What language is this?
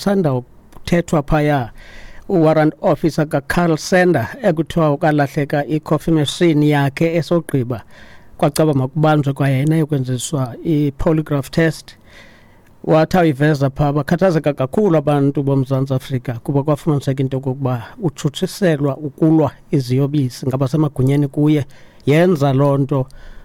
Xhosa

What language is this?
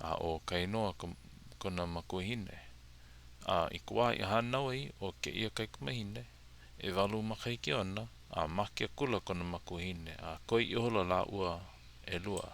Hawaiian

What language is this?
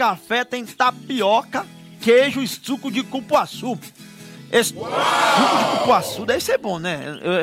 Portuguese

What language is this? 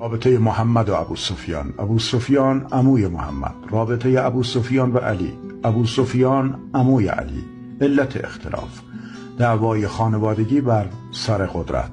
Persian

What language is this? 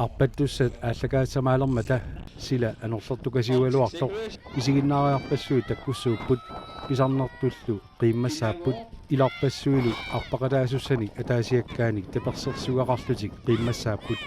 Kalaallisut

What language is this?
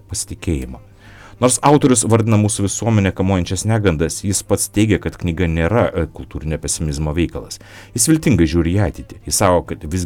Lithuanian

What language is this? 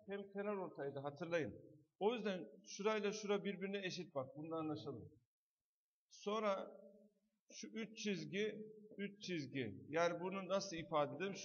Turkish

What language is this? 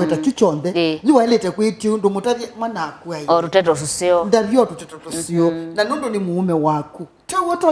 Kamba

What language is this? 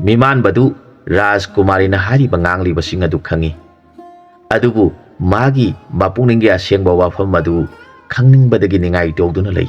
Manipuri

